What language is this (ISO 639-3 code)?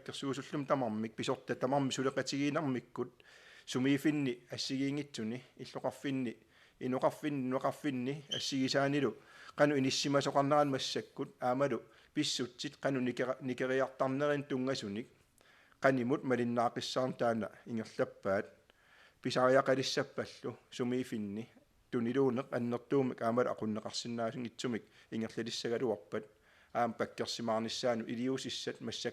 kal